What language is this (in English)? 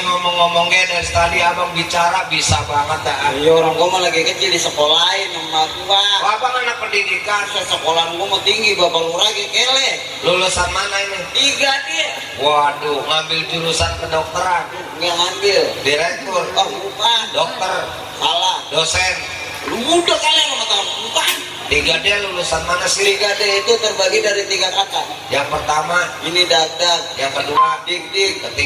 Betawi